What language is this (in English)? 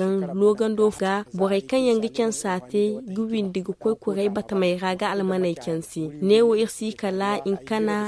Zarma